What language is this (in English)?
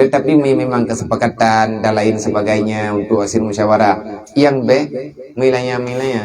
Achinese